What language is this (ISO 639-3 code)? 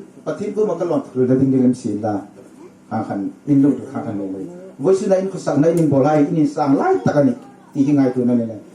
hmr